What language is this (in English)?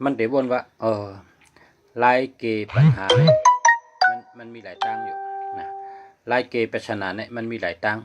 Shan